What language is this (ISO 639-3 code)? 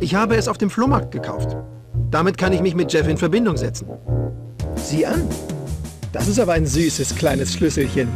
bar